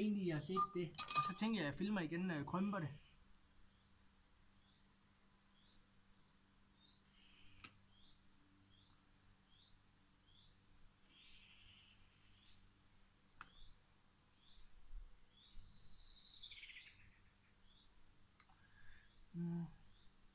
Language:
Danish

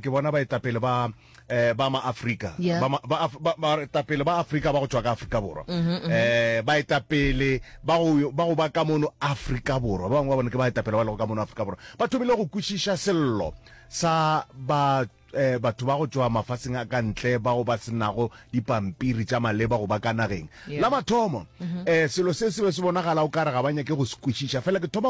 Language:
Northern Sotho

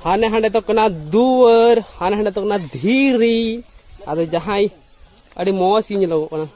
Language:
Santali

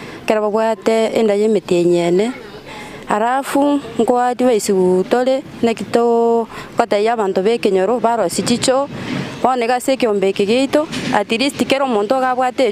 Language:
Gusii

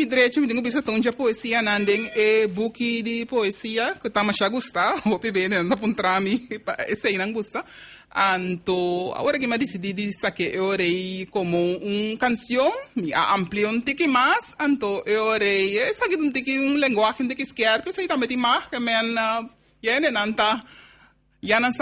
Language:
Papiamento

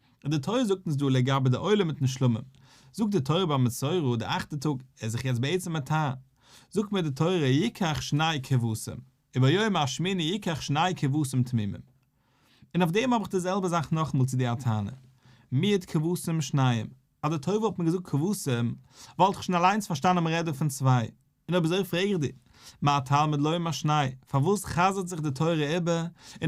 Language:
Yiddish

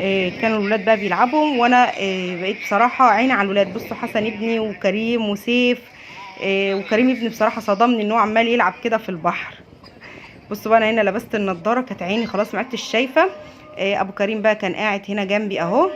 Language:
Egyptian Arabic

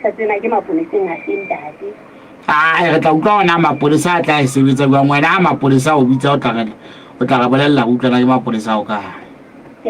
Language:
Southern Sotho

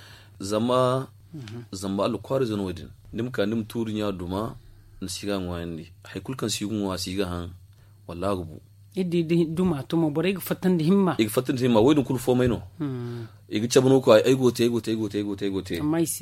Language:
Zarma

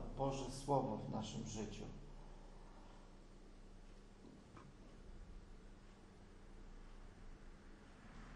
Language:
Polish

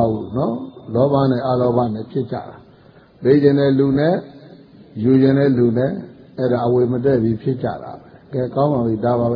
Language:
Burmese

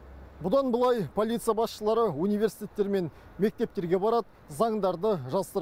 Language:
Kazakh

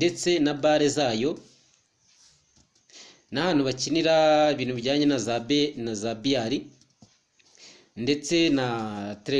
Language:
Kinyarwanda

